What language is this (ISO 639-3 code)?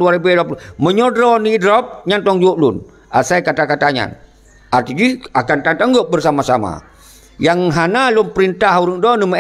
ace